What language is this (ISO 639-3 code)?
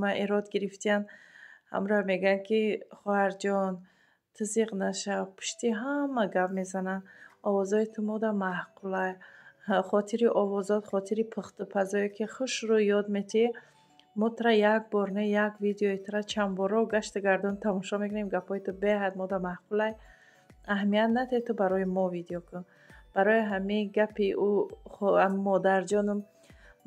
tgk